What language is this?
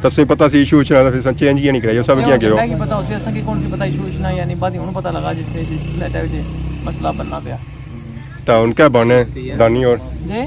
Pahari-Potwari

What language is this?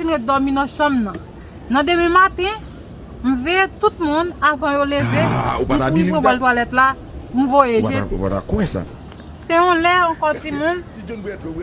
Haitian Creole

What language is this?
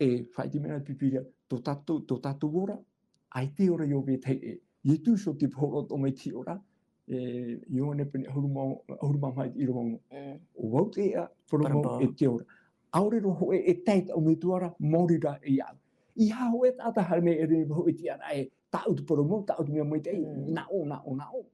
Tahitian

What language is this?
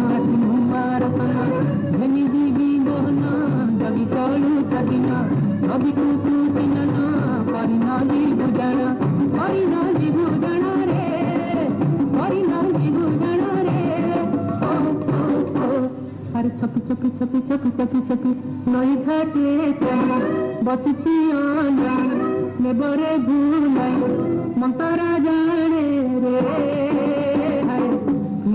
Odia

